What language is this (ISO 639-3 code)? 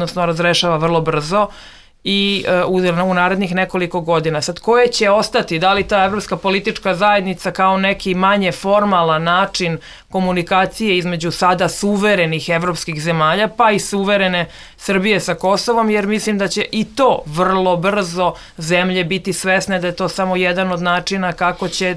srp